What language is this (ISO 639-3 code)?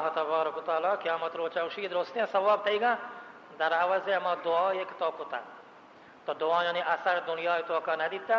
bal